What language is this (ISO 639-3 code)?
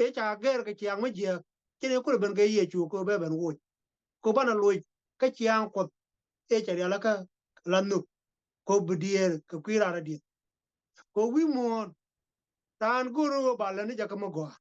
nus